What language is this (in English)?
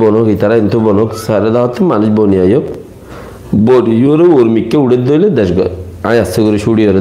Rohingya